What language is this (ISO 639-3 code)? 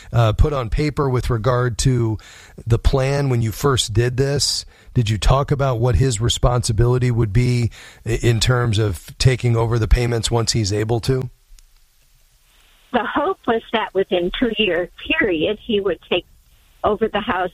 eng